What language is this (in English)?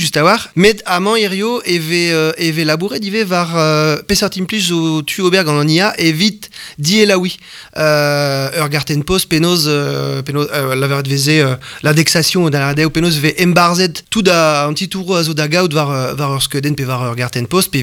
Breton